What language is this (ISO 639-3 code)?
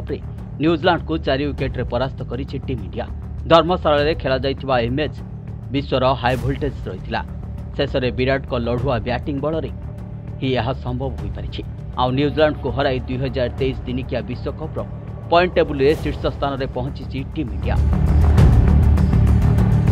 ori